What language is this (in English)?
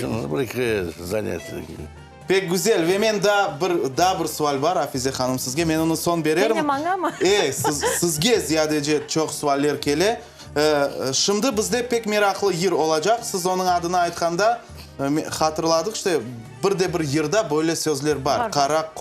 Crimean Tatar